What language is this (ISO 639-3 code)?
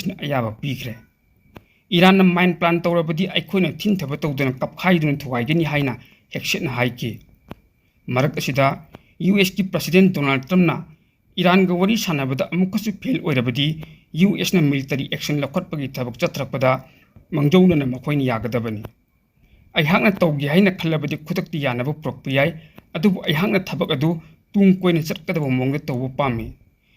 mni